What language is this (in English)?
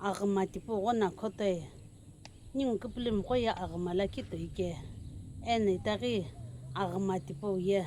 Sumi Naga